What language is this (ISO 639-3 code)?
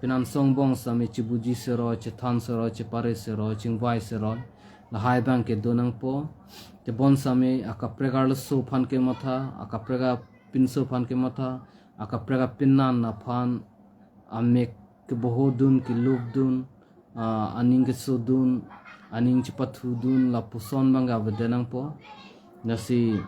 mjw